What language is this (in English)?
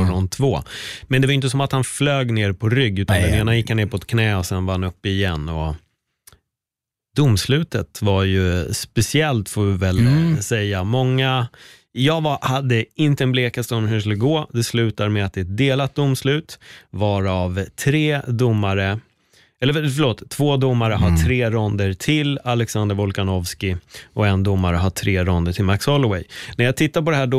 Swedish